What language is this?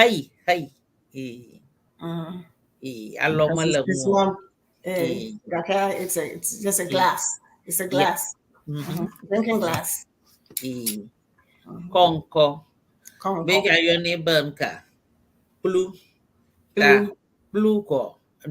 Ewe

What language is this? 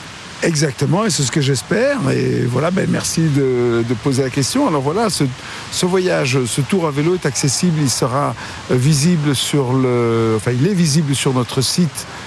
French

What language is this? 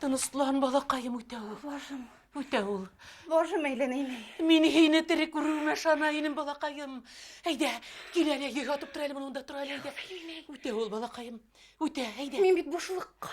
Bashkir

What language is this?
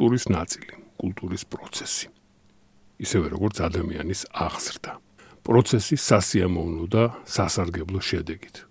Georgian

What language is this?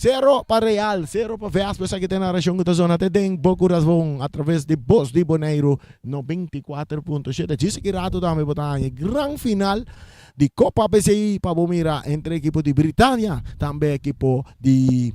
Papiamento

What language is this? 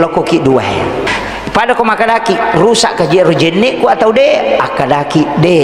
Buginese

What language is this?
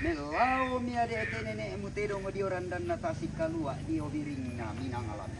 Toraja-Sa'dan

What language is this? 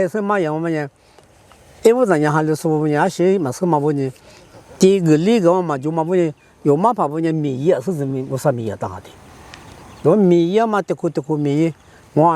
Lisu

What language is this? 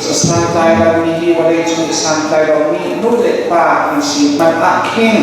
Hakha Chin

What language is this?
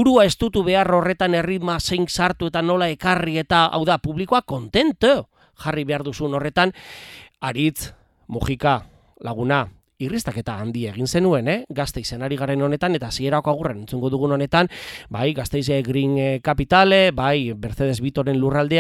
Basque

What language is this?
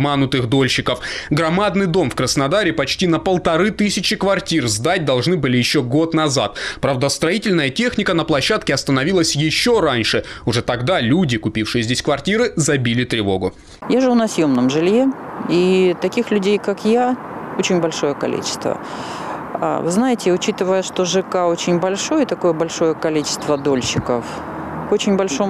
Russian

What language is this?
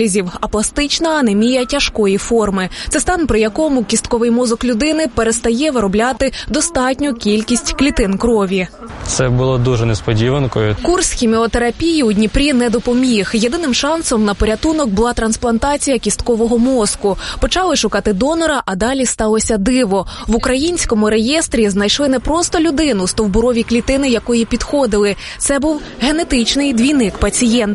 Ukrainian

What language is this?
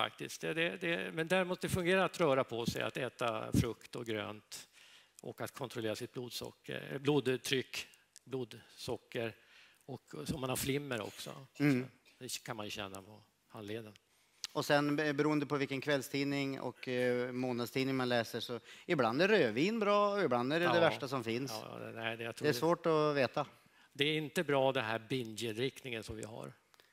Swedish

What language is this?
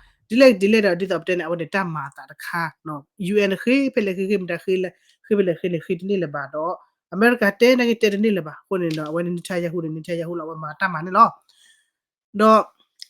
S'gaw Karen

